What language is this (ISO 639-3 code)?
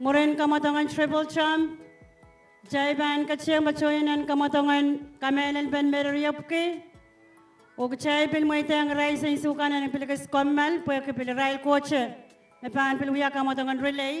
pon